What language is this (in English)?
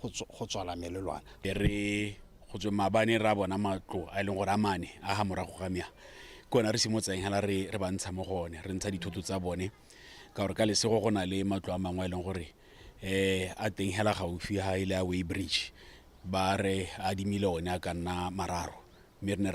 Tswana